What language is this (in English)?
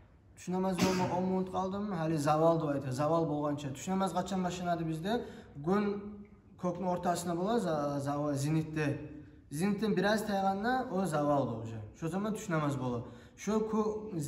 Kumyk